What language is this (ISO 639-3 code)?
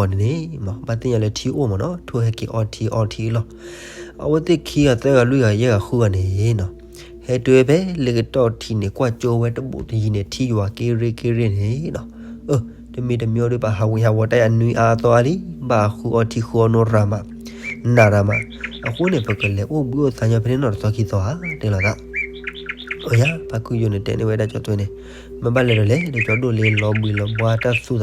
ksw